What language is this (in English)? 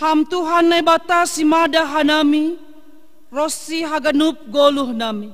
Batak Simalungun